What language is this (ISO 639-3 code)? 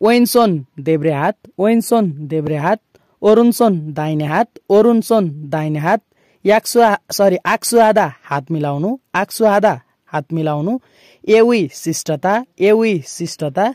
nep